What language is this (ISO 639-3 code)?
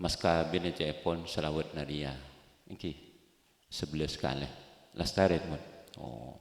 mad